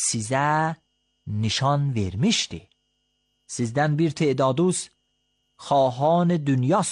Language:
Azerbaijani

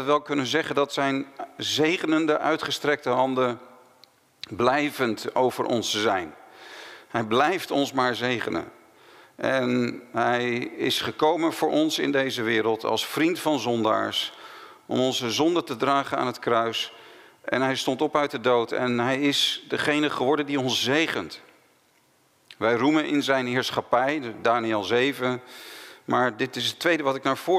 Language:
Dutch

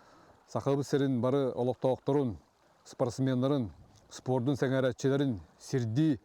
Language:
Yakut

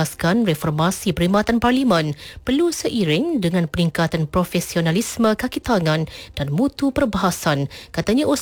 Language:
Malay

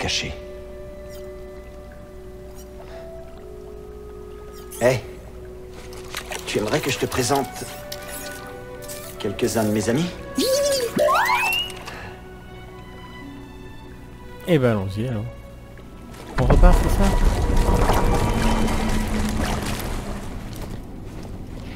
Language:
French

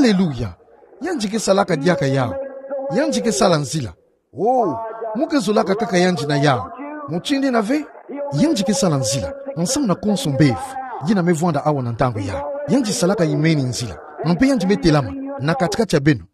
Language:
Kituba (Democratic Republic of Congo)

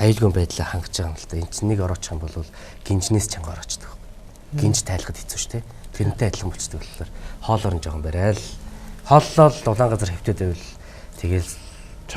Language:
Mongolian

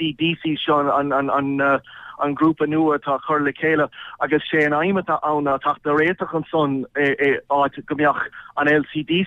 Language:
Irish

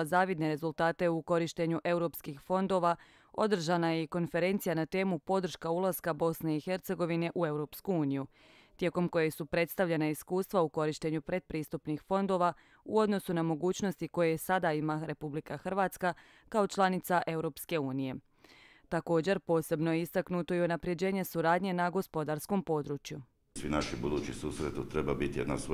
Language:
Croatian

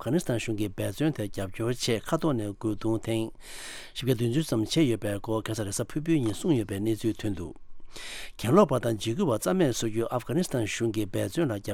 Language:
Tibetan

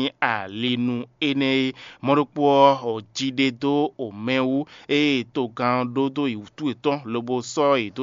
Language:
Fon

